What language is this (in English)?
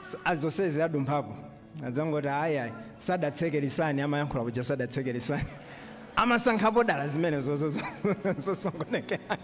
Nyanja